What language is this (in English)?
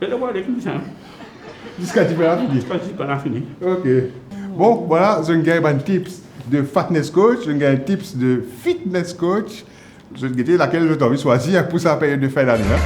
Morisyen